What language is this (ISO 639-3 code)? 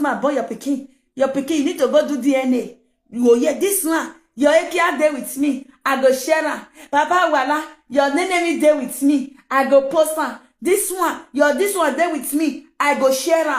pcm